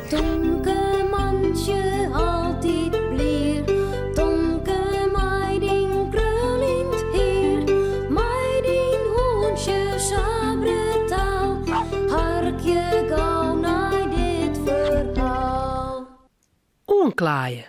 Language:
Western Frisian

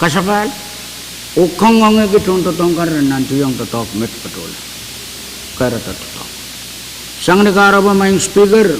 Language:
Pohnpeian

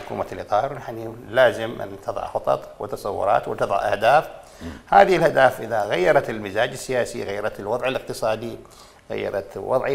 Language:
Mesopotamian Arabic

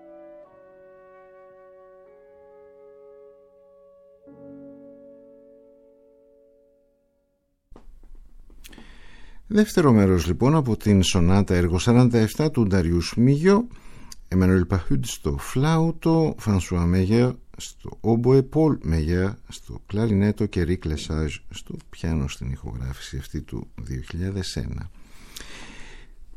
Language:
Greek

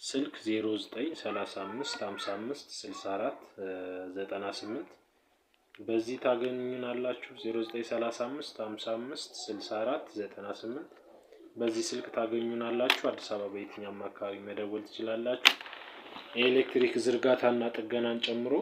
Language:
Amharic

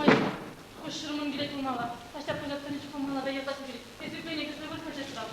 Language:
Chuvash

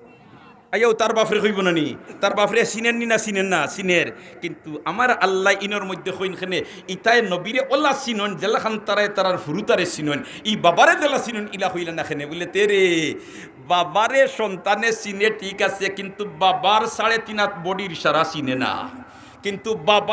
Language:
Sylheti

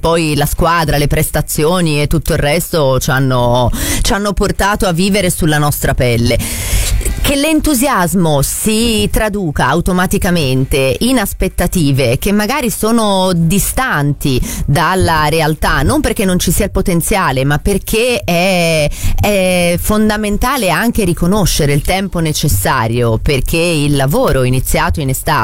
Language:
Italian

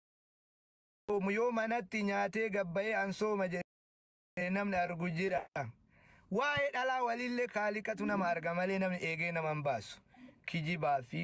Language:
Oromo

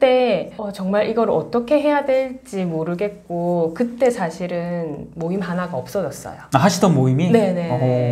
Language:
Korean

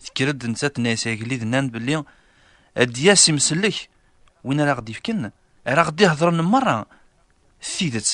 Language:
Kabyle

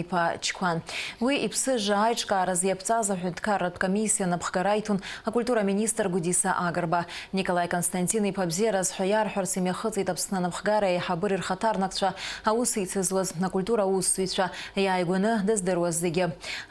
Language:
Abkhazian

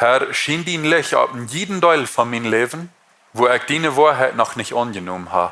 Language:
Plautdietsch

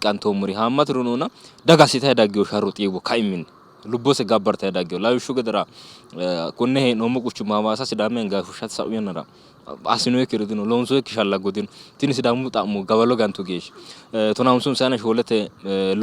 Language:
Sidamo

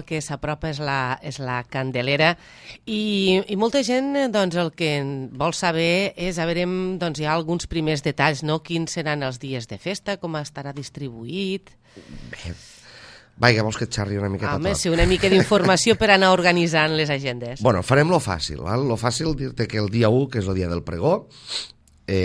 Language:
Catalan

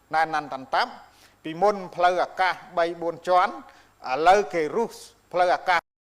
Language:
Khmer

